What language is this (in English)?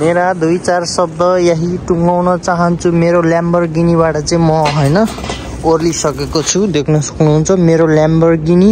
Nepali